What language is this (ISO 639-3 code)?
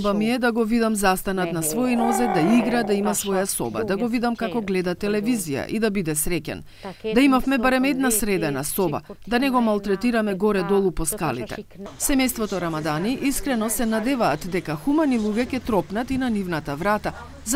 mkd